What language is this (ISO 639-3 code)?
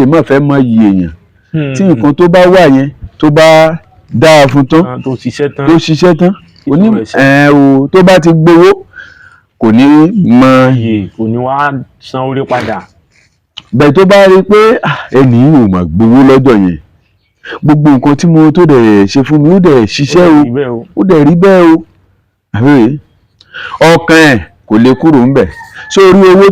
yor